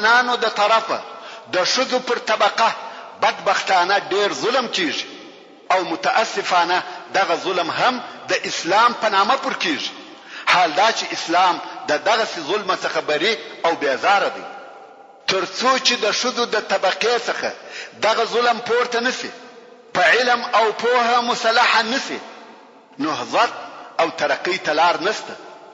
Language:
Pashto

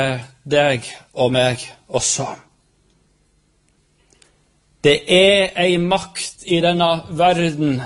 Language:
Norwegian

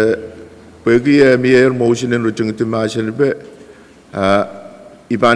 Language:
Pohnpeian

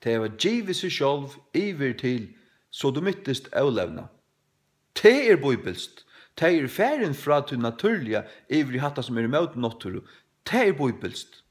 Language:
Faroese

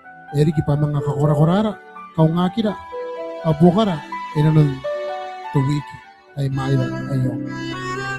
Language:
Gilbertese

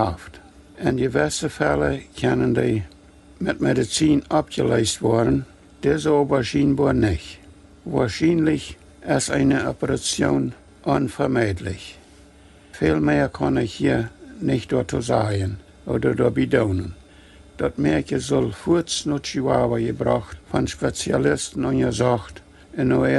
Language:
Plautdietsch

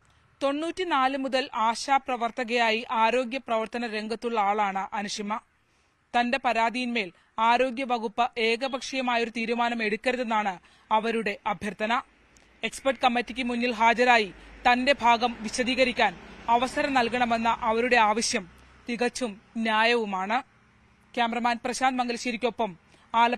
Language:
Malayalam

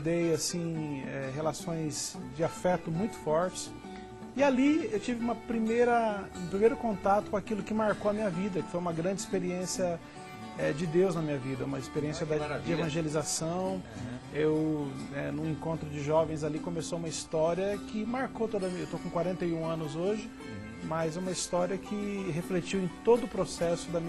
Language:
Portuguese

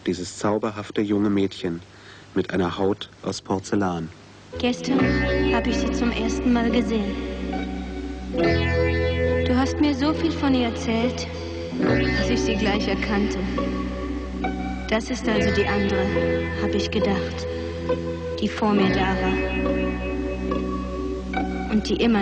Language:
German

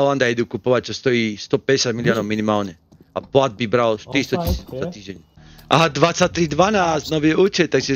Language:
Slovak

